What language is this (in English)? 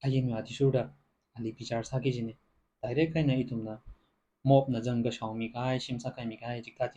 Tangkhul Naga (India)